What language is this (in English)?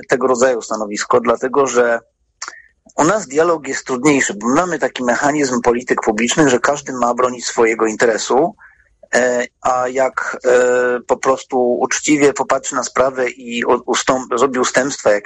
Polish